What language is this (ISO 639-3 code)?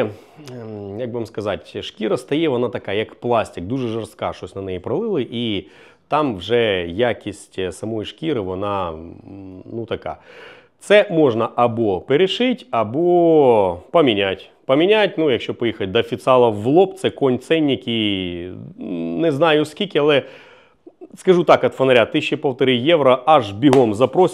ukr